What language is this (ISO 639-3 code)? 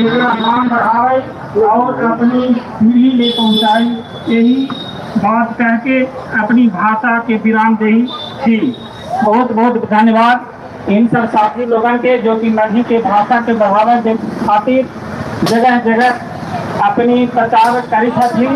mag